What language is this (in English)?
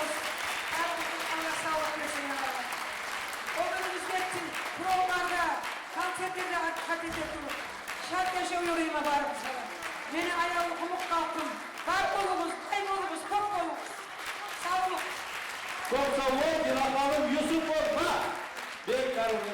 Kumyk